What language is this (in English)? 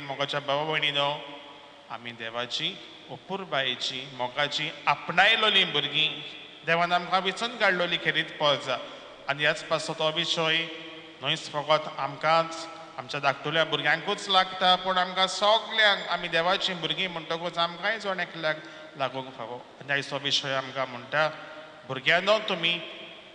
Konkani